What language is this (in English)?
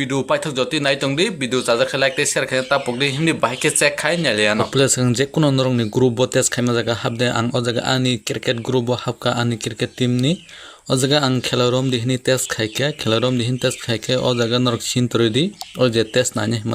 Kok Borok